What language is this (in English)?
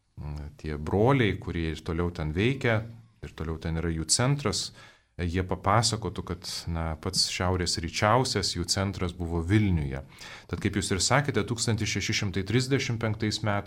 Lithuanian